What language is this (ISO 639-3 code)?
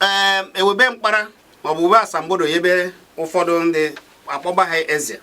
ibo